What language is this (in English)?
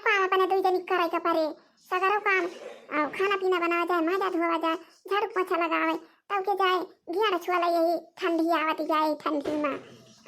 Awadhi